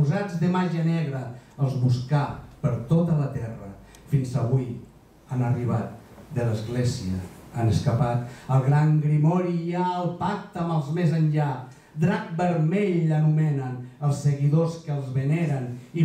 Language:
Catalan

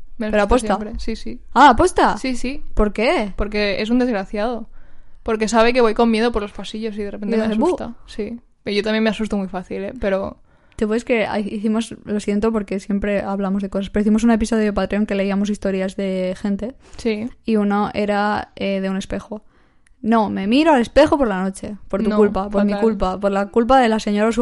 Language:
Spanish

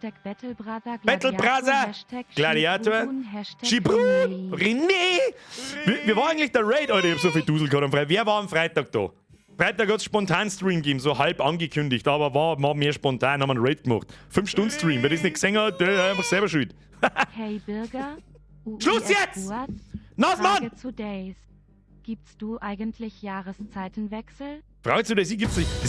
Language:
Bavarian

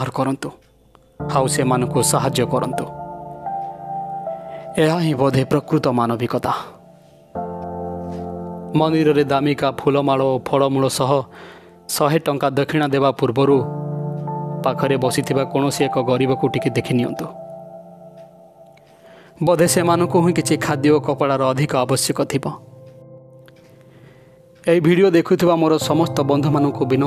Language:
Odia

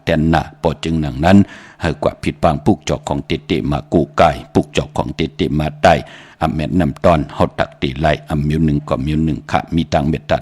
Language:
Shan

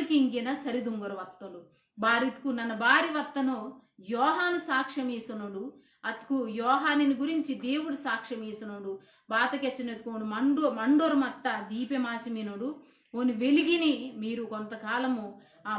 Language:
Koya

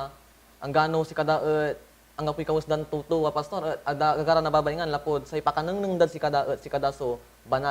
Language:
Pangasinan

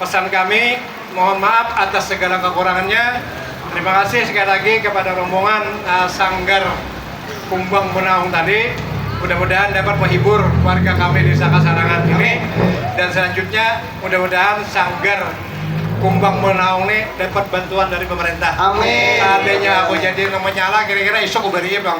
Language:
Banjar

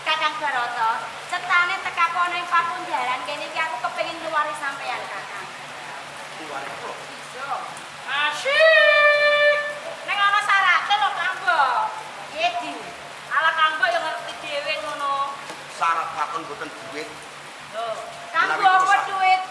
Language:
Javanese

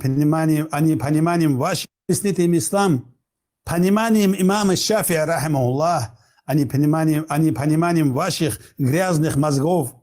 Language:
Chechen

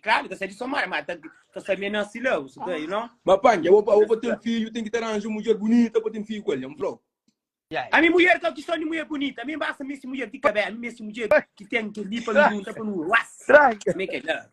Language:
Kabuverdianu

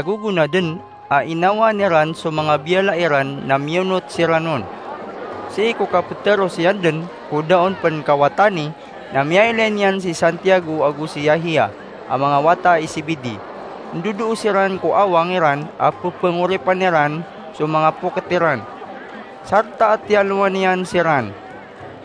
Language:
Maranao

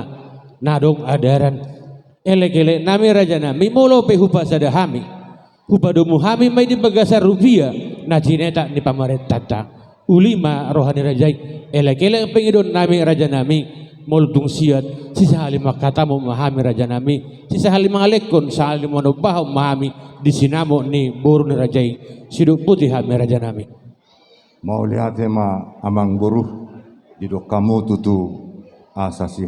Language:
Batak Toba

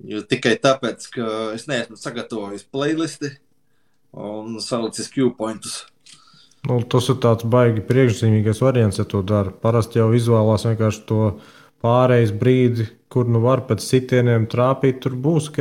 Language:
Latvian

